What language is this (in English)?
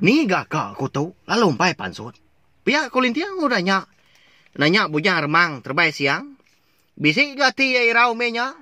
Iban